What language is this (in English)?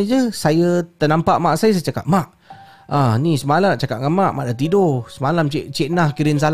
Malay